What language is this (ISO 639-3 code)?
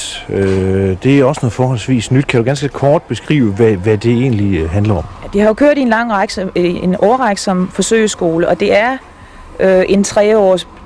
dan